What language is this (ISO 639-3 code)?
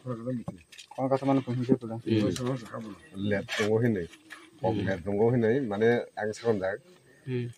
trp